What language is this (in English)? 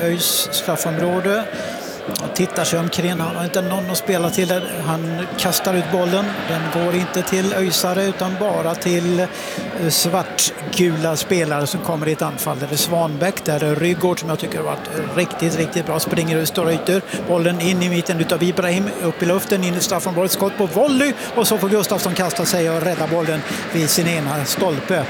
Swedish